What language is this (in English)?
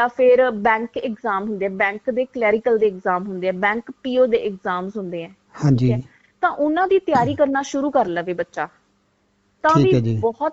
Punjabi